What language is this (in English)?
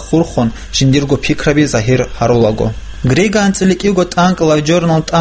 Avaric